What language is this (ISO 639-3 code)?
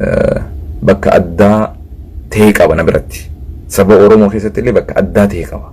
orm